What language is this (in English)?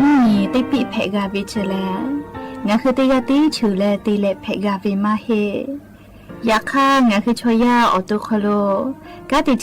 Lahu